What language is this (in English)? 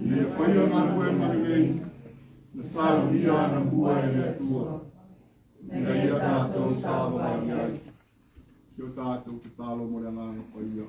Samoan